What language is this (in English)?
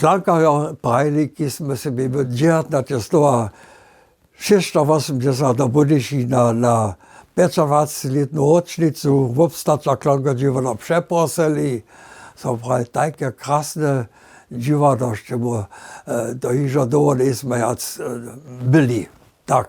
Upper Sorbian